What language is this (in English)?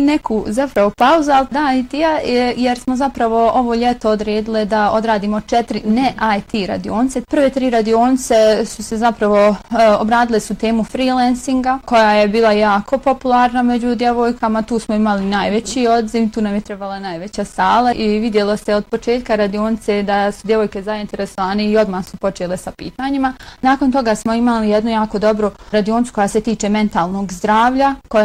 Bosnian